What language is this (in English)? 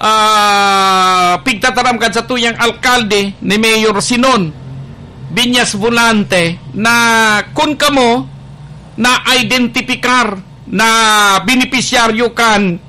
Bikol